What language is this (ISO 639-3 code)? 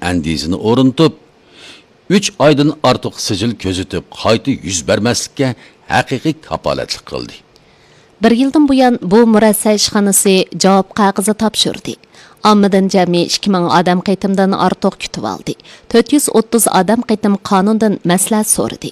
uig